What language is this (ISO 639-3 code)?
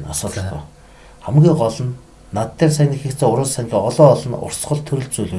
mon